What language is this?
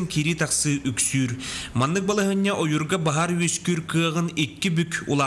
Yakut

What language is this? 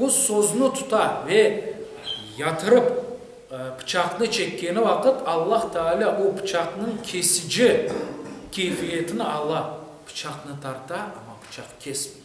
Crimean Tatar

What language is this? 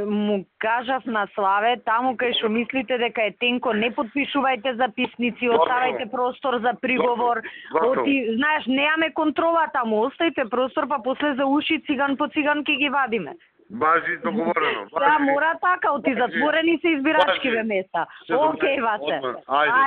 Macedonian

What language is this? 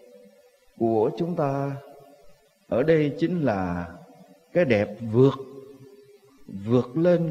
Vietnamese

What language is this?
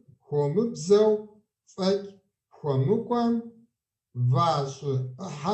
Kabardian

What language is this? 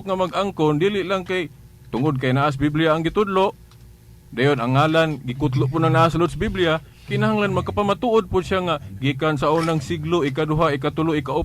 Cebuano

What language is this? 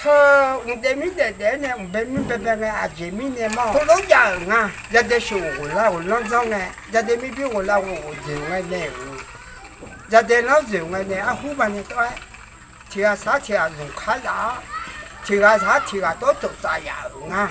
Akha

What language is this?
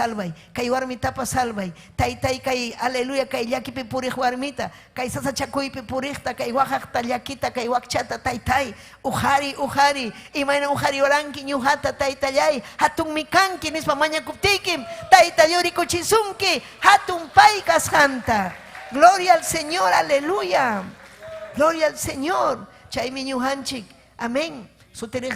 Ayacucho Quechua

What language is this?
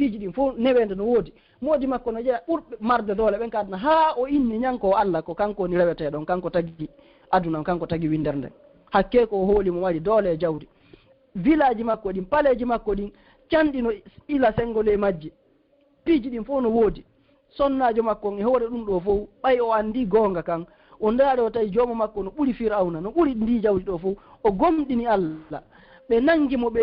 Fula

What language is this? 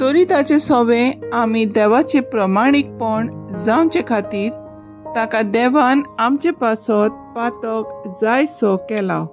Konkani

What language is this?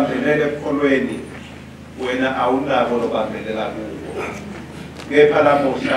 Swati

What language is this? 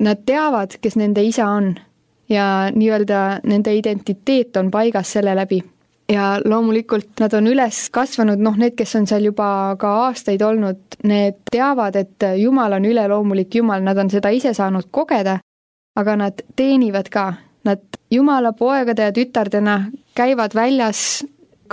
Estonian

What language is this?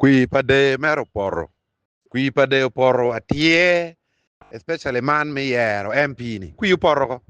Acoli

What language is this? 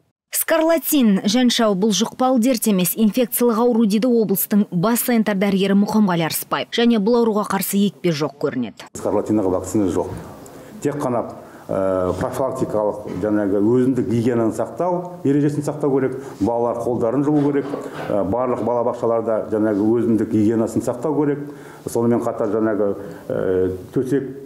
Kazakh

